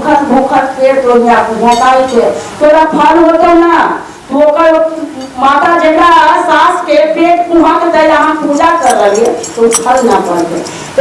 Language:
Magahi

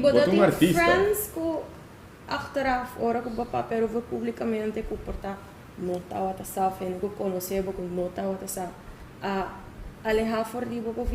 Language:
Papiamento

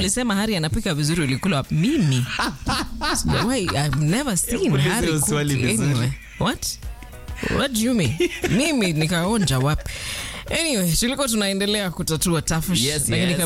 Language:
Swahili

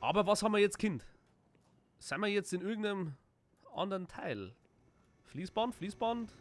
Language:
Bavarian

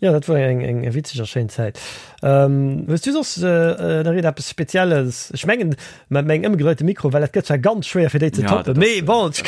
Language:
Luxembourgish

